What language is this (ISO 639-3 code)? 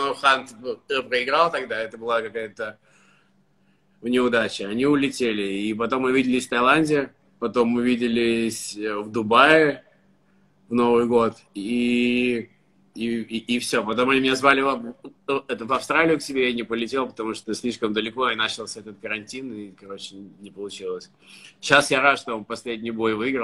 rus